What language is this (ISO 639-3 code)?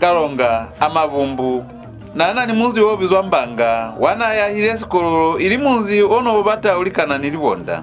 loz